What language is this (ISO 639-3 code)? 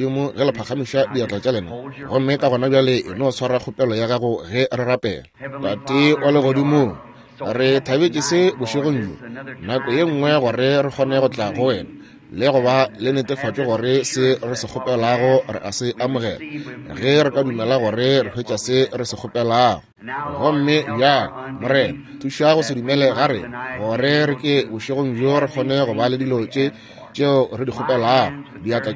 nso